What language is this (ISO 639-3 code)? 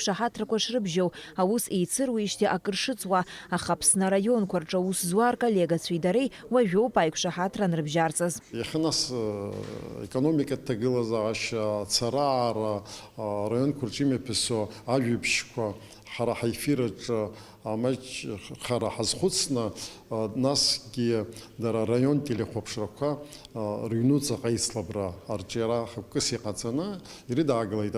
abk